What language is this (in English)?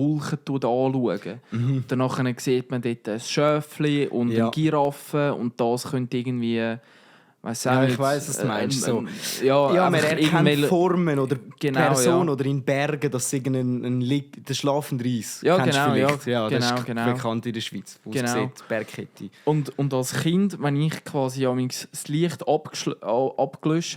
Swiss German